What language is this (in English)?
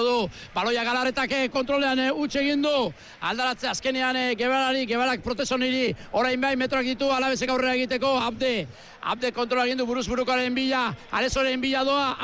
Basque